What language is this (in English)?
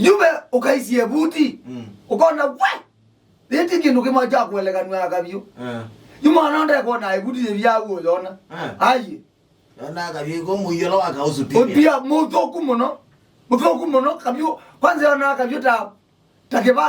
Kamba